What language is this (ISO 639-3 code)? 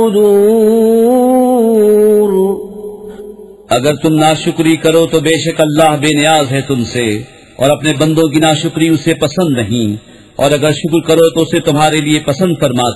urd